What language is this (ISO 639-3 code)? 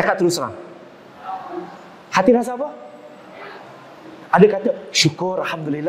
msa